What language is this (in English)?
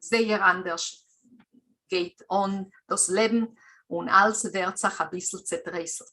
Yiddish